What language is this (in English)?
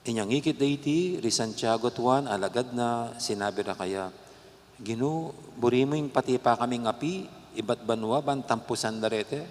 Pampanga